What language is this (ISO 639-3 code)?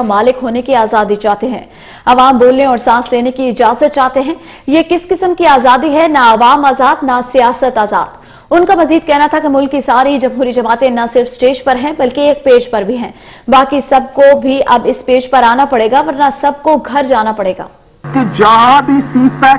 urd